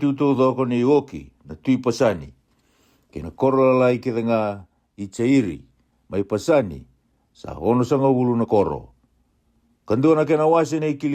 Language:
Fijian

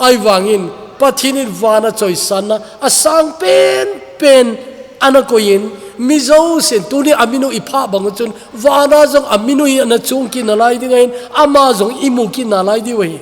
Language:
Thado Chin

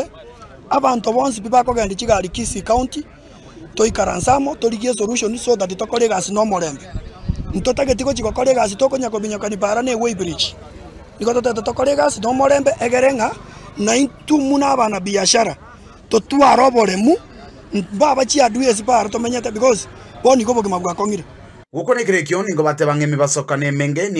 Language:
Gusii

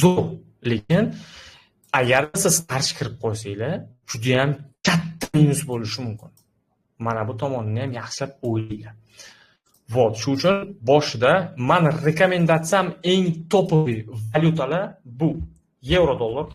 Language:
Uzbek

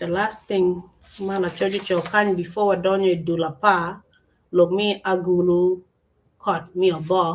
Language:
Acoli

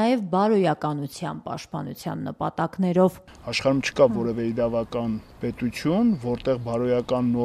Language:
Armenian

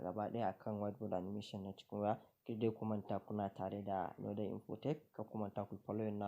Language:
Hausa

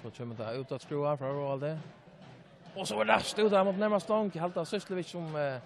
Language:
Faroese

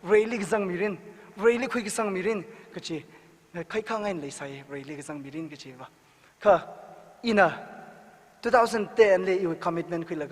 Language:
Tangkhul Naga (India)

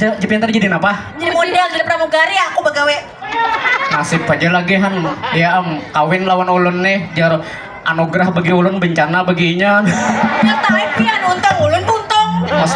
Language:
Banjar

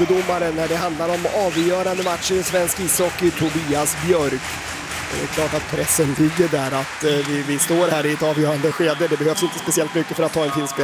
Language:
Swedish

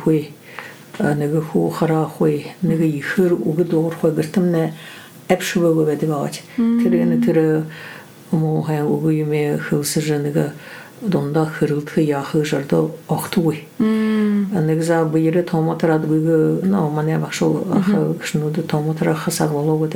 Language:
Buriat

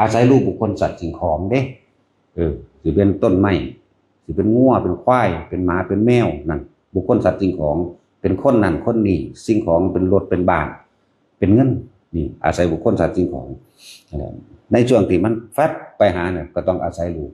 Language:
Northeastern Thai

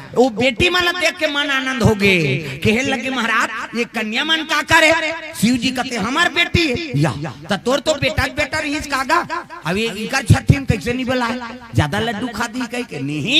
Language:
Chhattisgarhi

